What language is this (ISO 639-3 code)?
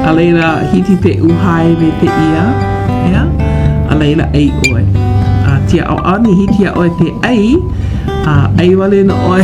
haw